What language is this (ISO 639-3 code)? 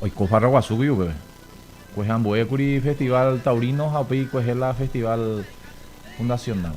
grn